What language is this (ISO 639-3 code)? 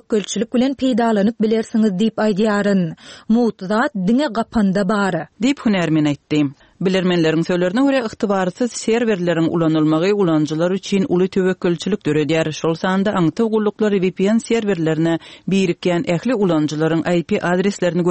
tuk